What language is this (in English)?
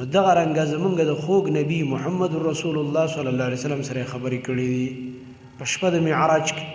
Pashto